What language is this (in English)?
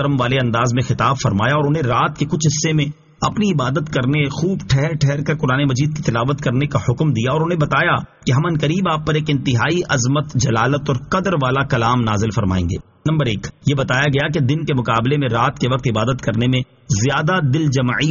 Urdu